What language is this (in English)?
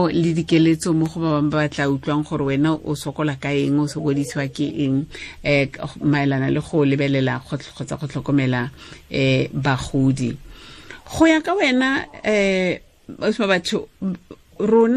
Tswana